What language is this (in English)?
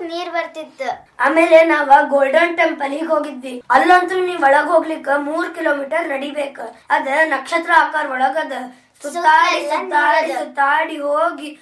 Kannada